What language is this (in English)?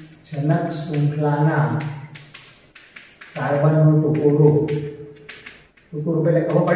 Gujarati